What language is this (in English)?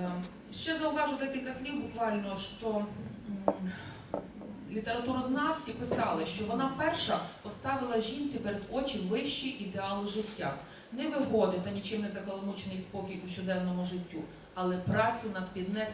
Ukrainian